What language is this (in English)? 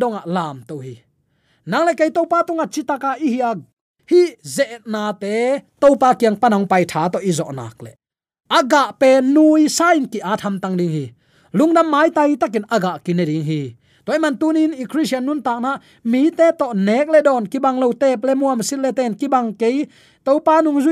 Tedim Chin